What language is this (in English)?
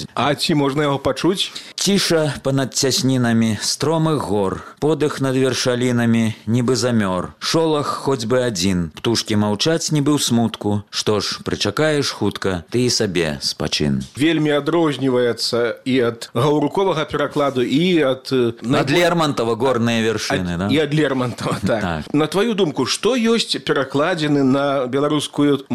Belarusian